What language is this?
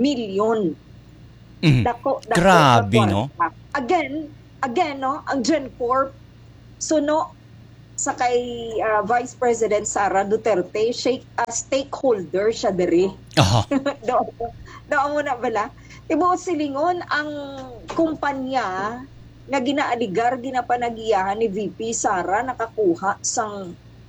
Hiligaynon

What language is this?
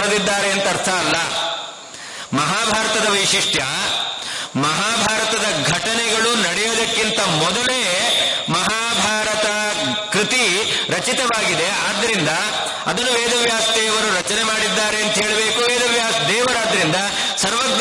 Kannada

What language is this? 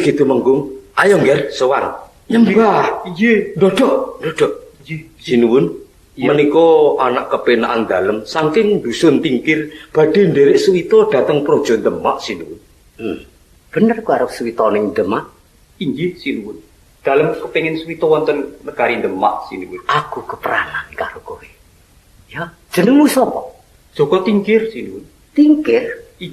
Javanese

